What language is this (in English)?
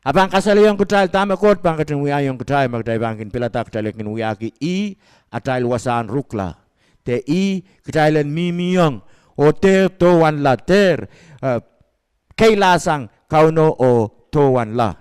Pohnpeian